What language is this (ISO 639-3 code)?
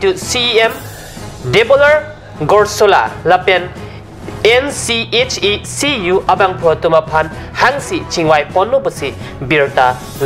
mjw